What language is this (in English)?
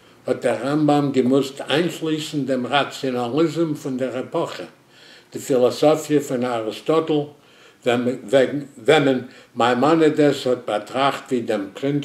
Yiddish